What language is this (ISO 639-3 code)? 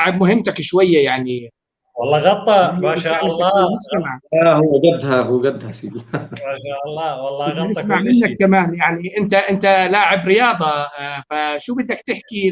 apc